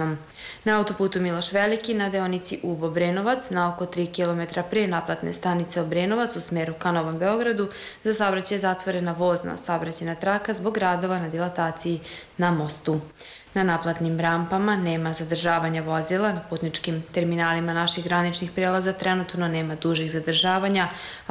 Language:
Serbian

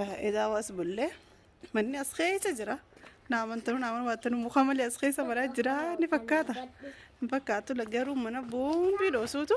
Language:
Oromo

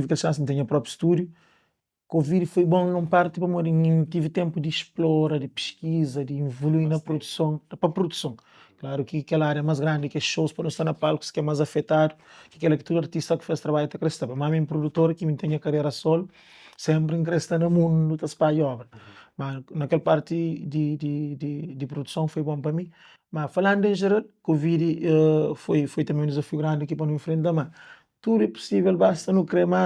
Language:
Kabuverdianu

